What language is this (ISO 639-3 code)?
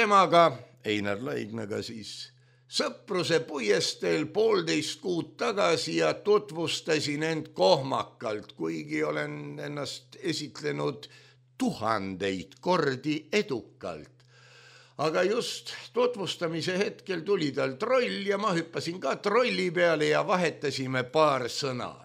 est